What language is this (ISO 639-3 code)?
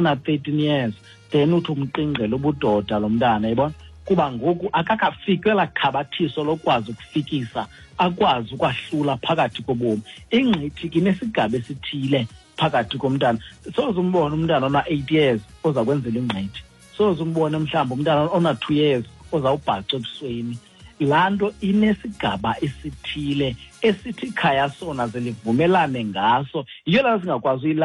xho